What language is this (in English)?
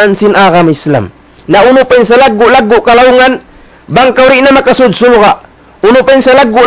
Tausug